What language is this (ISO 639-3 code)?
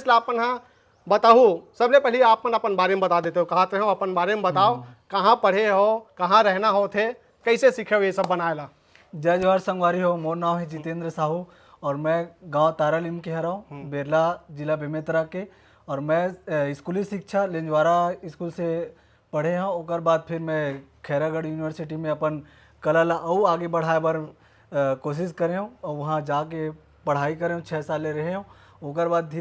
hne